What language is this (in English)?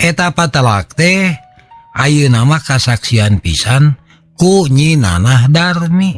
Sundanese